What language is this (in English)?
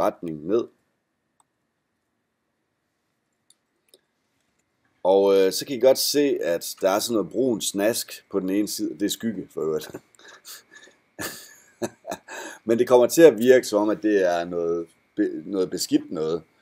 Danish